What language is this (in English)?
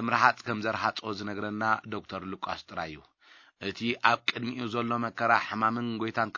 Tigrinya